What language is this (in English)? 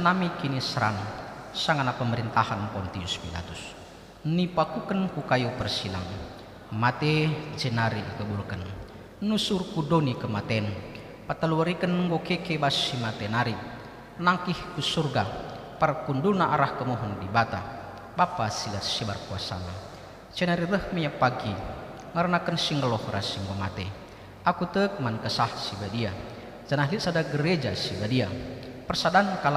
Batak Karo